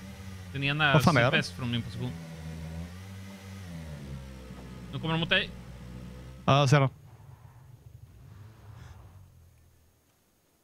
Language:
Swedish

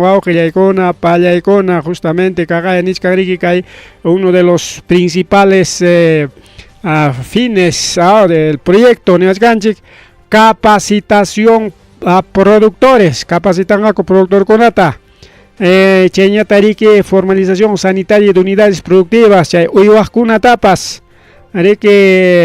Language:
Ayacucho Quechua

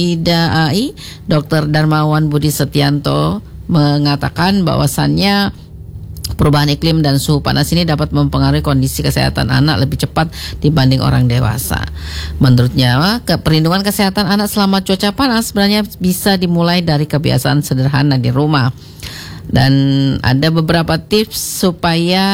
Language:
Indonesian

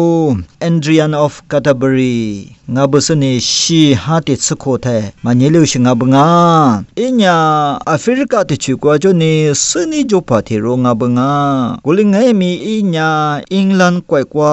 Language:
Lisu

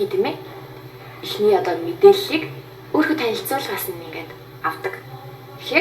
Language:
Mongolian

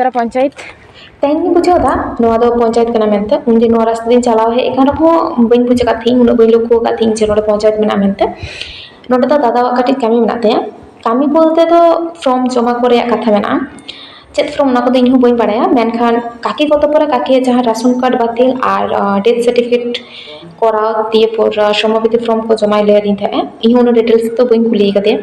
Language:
Santali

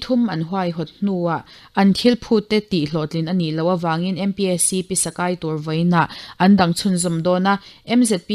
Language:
Mizo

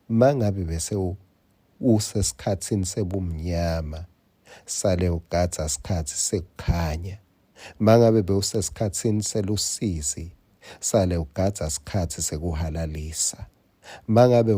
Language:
Swati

